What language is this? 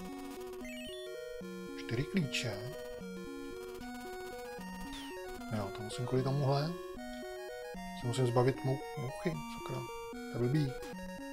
Czech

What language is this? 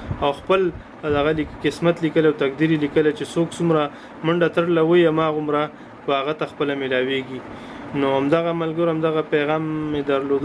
Pashto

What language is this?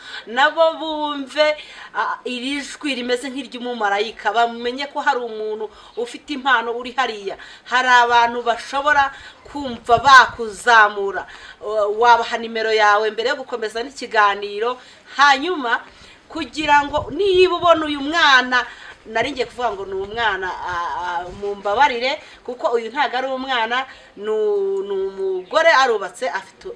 Kinyarwanda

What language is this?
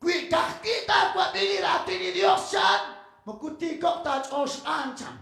Kekchí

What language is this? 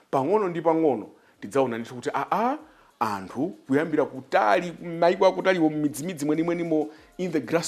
Nyanja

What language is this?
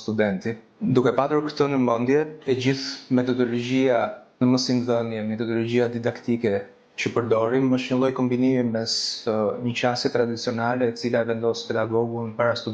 Albanian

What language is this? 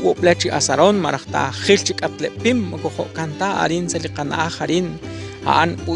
Kekchí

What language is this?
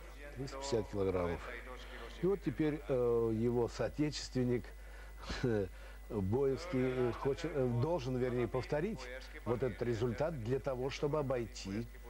Russian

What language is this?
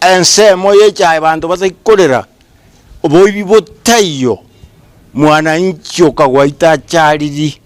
Gusii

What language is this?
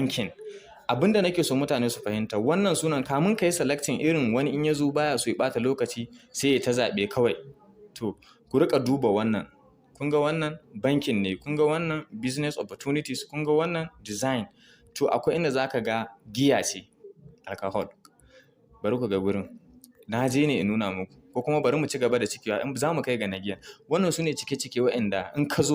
Hausa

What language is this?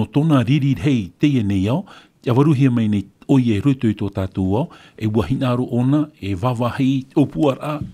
Tahitian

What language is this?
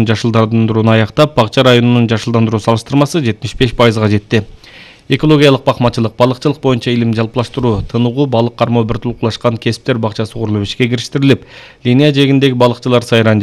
Kyrgyz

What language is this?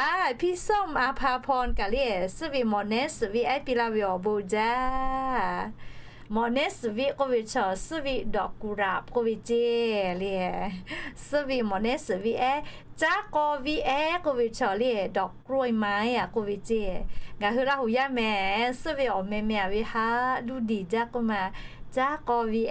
Lahu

